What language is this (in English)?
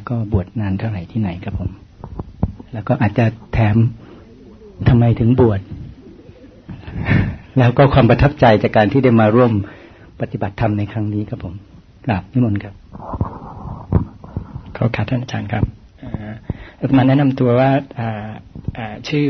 Thai